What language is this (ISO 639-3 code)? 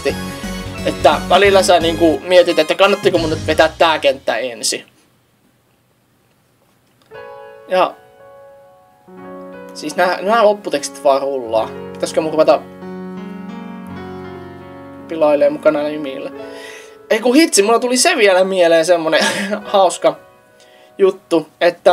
fin